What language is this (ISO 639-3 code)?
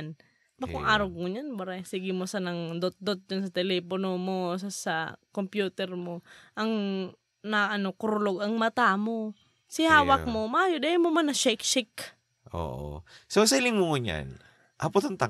bik